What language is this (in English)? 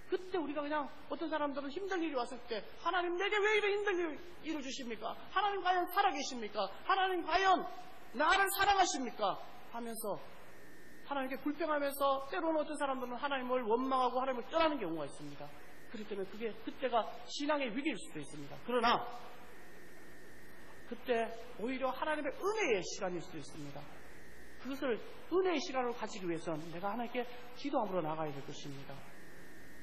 Korean